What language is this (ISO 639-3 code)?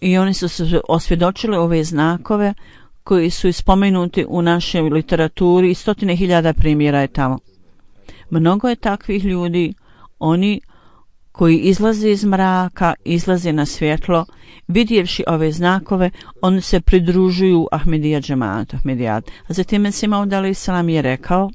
bos